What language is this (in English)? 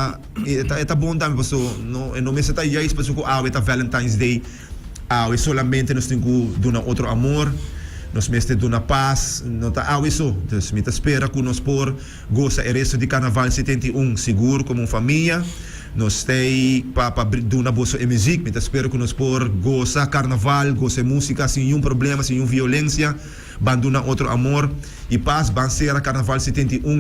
Papiamento